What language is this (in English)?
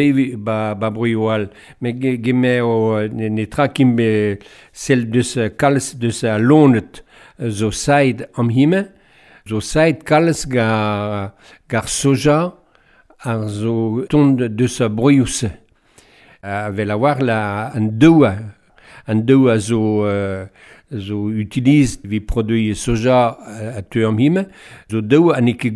Breton